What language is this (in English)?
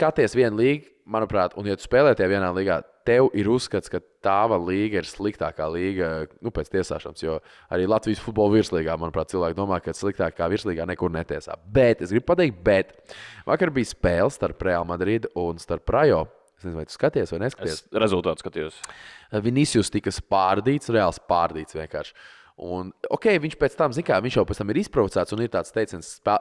Latvian